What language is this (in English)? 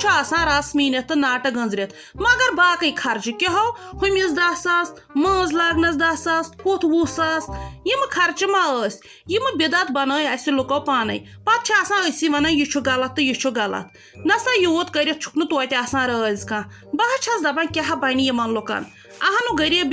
Kashmiri